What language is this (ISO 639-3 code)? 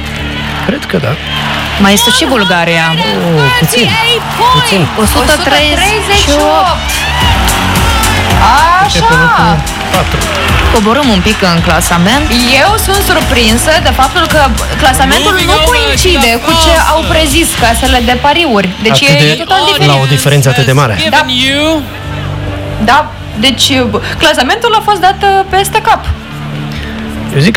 ron